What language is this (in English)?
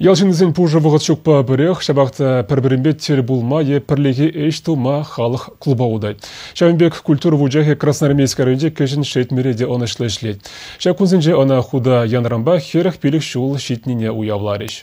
Chuvash